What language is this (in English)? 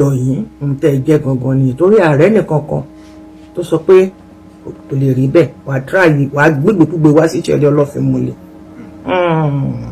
Yoruba